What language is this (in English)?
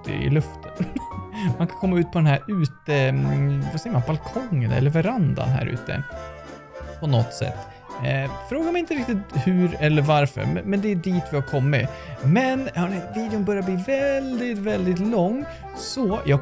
Swedish